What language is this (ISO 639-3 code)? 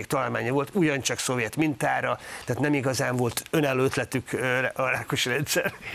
hun